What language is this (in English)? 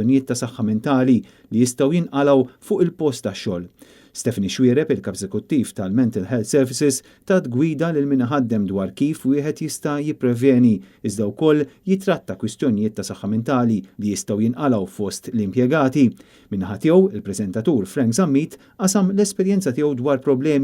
Maltese